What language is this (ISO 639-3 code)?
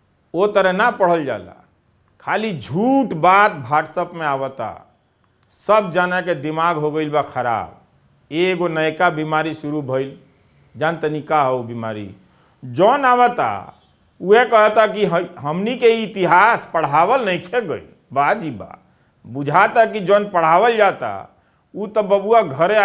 bho